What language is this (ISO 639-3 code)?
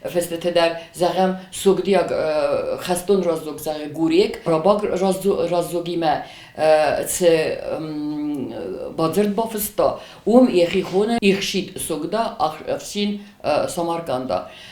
oss